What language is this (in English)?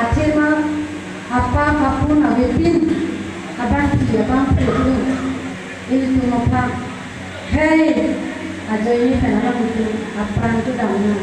Karbi